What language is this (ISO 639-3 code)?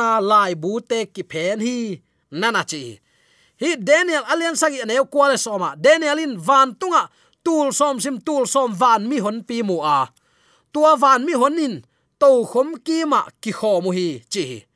ctd